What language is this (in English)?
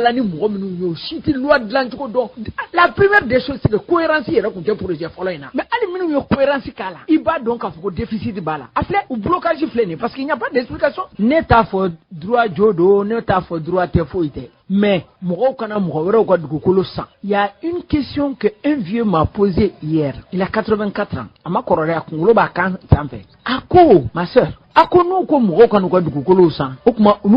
Bambara